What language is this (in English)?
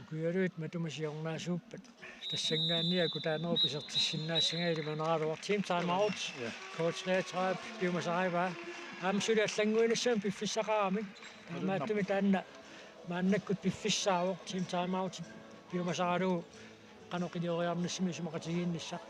Kalaallisut